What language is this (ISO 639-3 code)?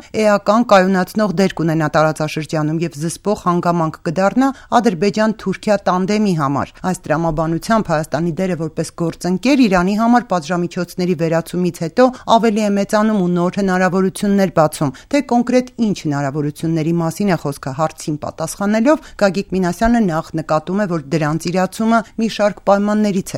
hye